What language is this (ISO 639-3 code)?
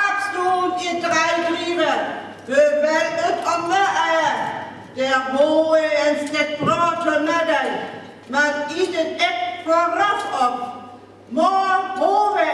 frr